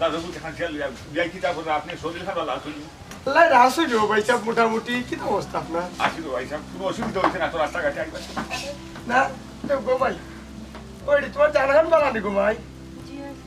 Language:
Sylheti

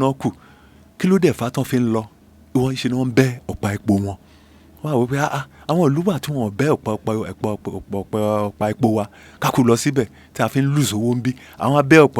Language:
Yoruba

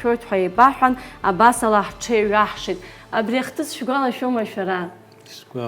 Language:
Abkhazian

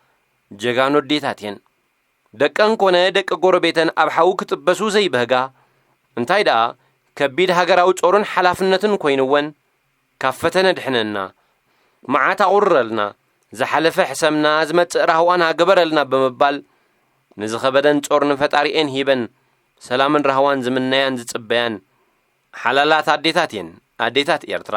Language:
Tigrinya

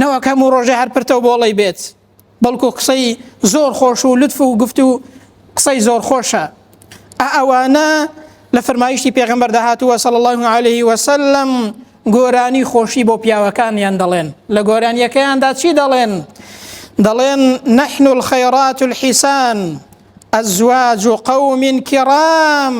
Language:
Central Kurdish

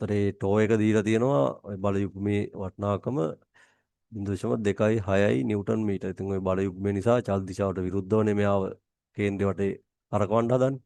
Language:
Sinhala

